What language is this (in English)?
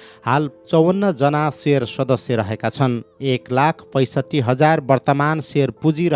Nepali